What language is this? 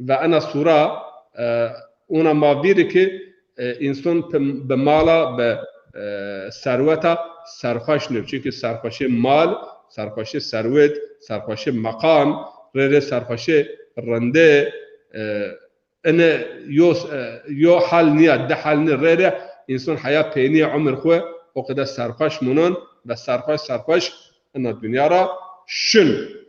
Zaza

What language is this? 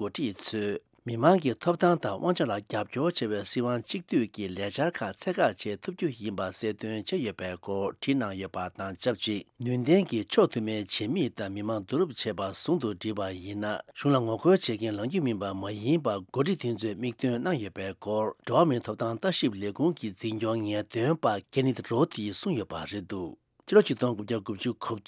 Tibetan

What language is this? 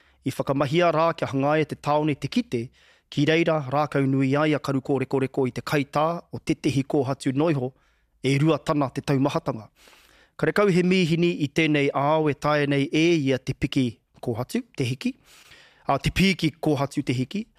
Māori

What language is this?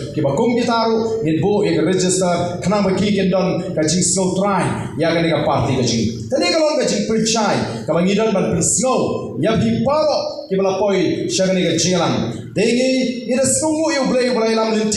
Khasi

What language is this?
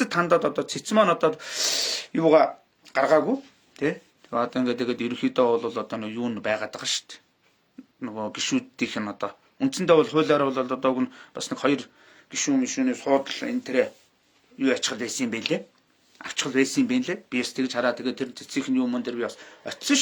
Mongolian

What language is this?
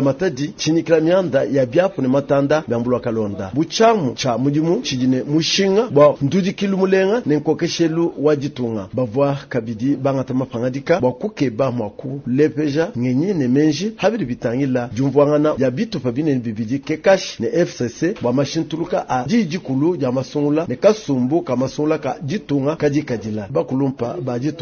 Luba-Lulua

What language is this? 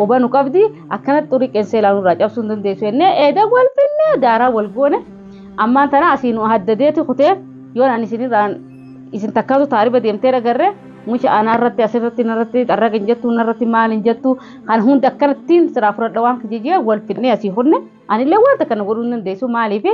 Oromo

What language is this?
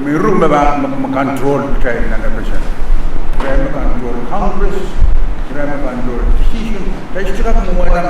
Pohnpeian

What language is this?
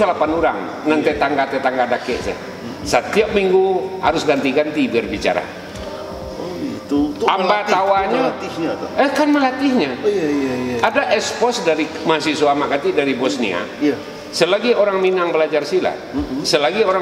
Minangkabau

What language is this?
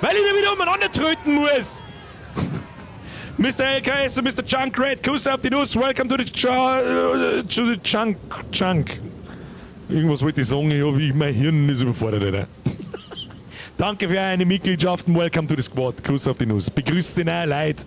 Bavarian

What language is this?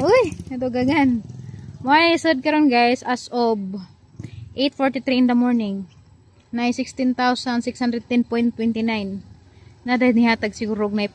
Cebuano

